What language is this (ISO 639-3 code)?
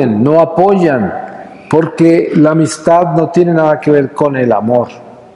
spa